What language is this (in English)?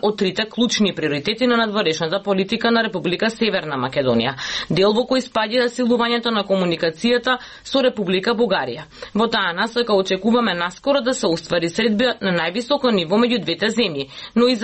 Macedonian